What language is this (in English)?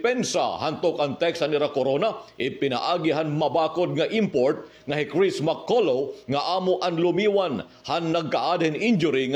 Waray